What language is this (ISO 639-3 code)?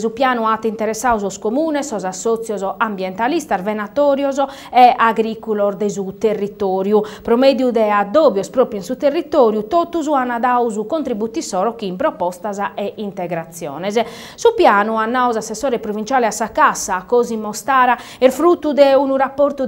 srd